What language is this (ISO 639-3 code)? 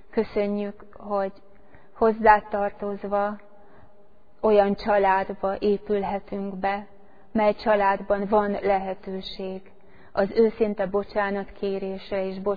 hun